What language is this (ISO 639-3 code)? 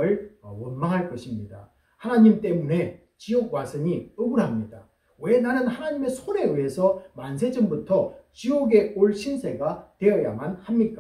kor